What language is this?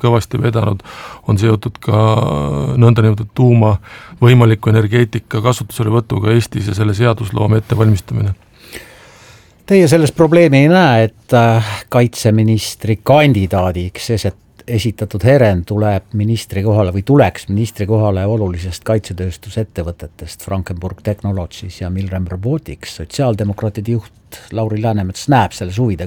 Estonian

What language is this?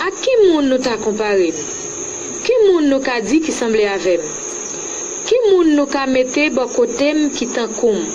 Haitian Creole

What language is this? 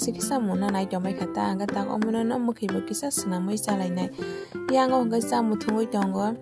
Kok Borok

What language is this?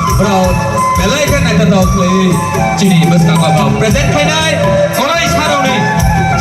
Kok Borok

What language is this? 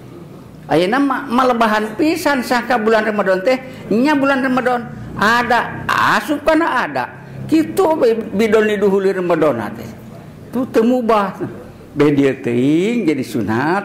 Sundanese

